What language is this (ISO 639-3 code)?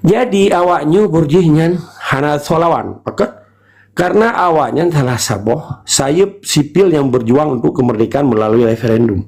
ace